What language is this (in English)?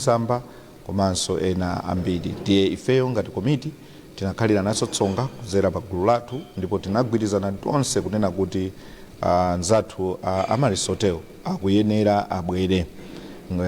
Nyanja